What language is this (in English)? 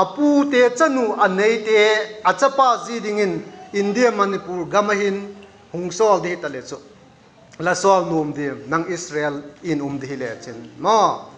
Vaiphei